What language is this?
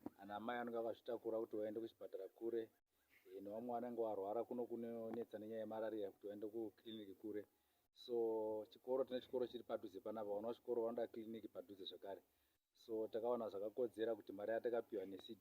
Shona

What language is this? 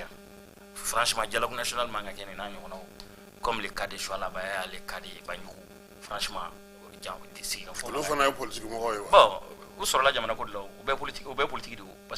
Bambara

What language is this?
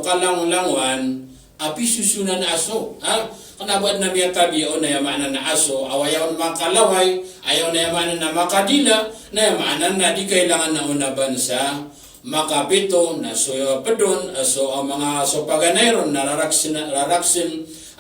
Maranao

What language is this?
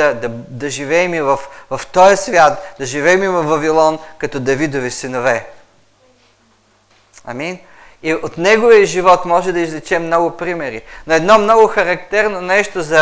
Bulgarian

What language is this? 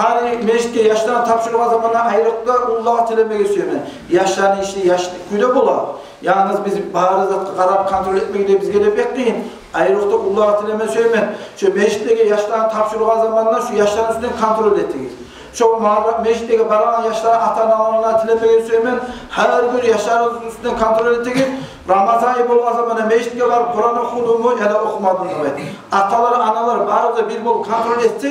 Kumyk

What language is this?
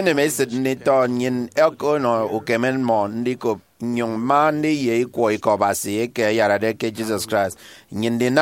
Efik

